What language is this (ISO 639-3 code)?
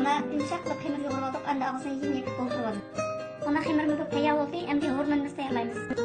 uig